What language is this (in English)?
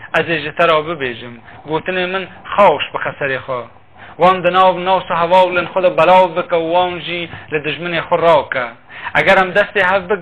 Kurdish